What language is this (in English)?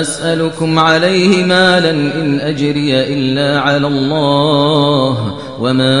Kashmiri